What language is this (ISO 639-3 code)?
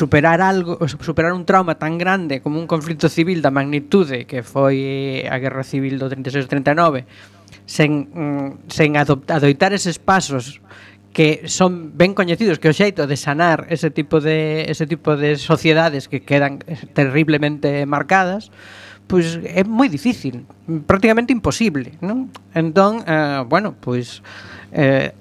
glg